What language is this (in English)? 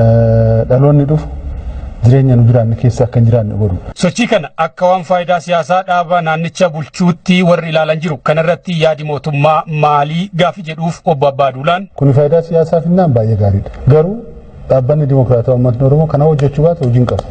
Oromo